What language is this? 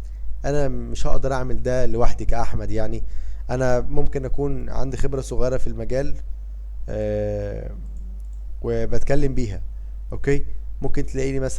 Egyptian Arabic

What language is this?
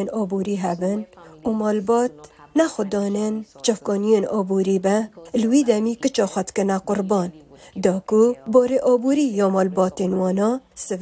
Kurdish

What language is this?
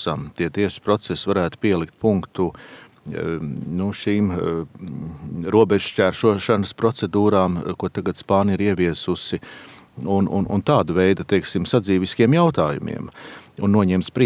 Latvian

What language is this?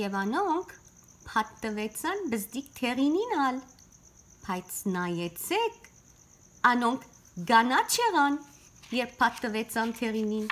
Western Armenian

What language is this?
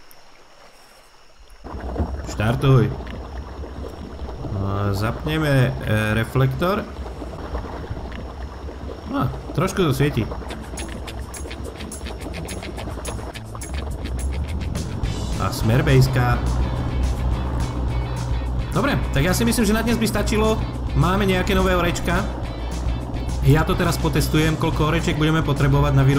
Slovak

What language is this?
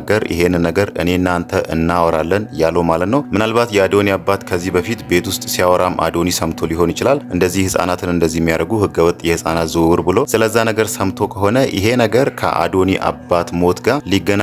Amharic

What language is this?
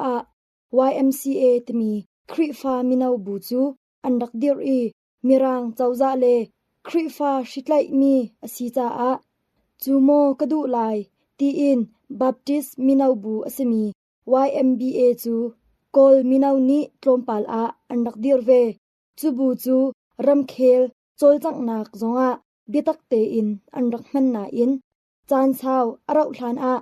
Hakha Chin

